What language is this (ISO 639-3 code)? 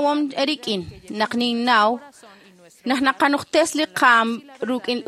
kek